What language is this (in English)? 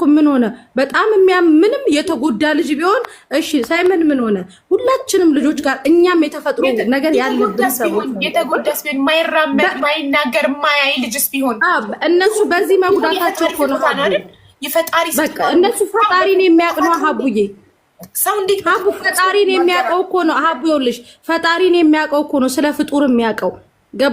Amharic